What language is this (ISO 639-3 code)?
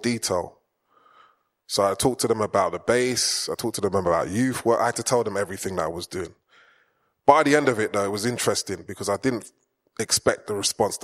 eng